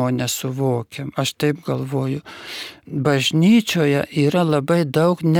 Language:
Lithuanian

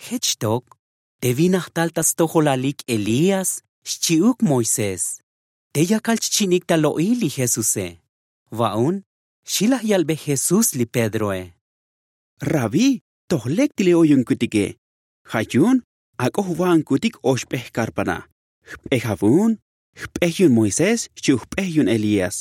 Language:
Tzotzil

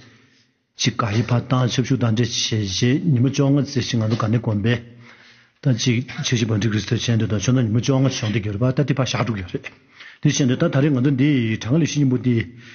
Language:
Tibetan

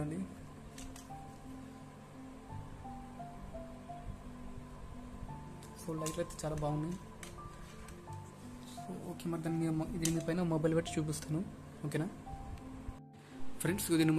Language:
Telugu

